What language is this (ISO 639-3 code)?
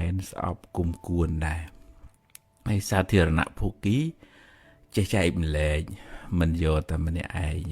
khm